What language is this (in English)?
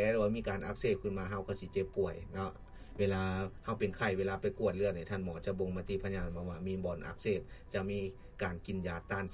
Lao